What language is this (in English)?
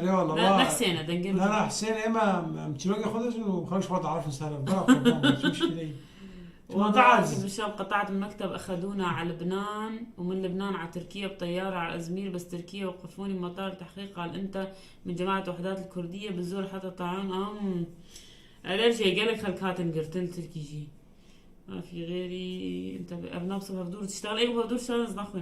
North Levantine Arabic